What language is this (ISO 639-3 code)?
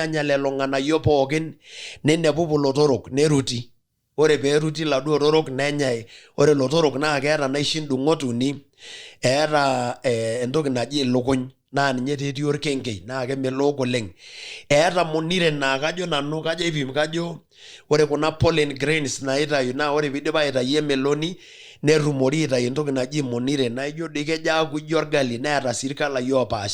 mas